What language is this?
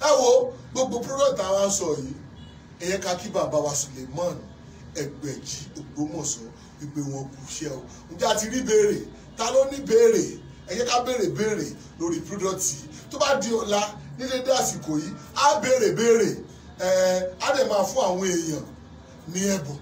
Yoruba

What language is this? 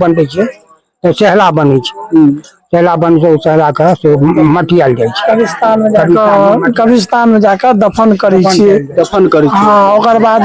Maithili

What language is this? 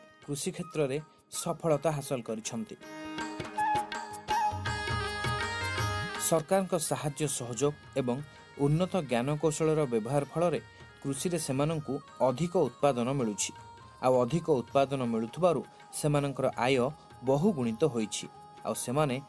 Odia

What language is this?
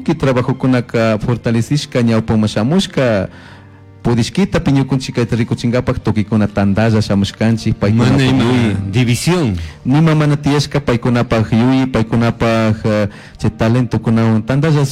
Chimborazo Highland Quichua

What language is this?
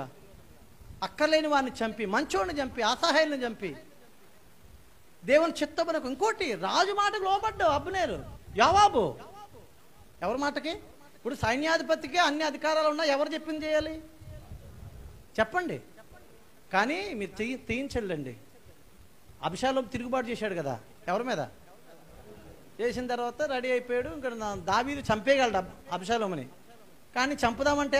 Telugu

